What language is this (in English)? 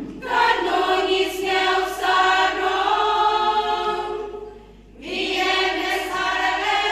Khasi